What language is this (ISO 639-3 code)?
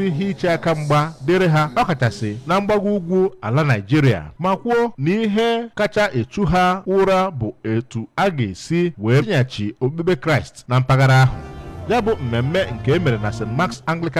ibo